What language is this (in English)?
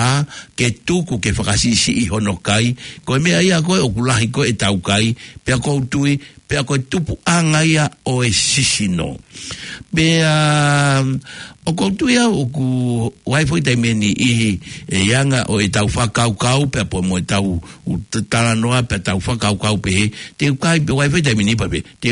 Tongan